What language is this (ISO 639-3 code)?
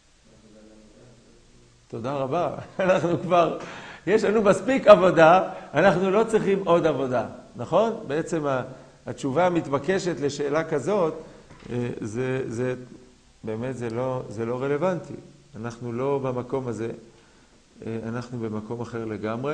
heb